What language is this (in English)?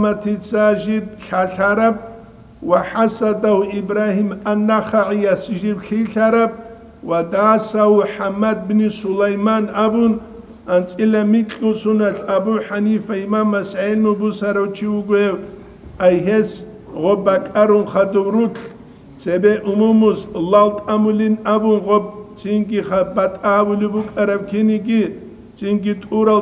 Avaric